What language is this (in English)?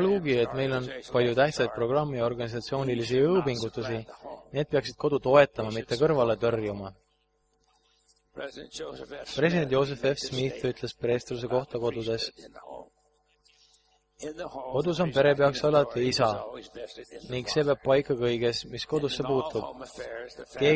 Estonian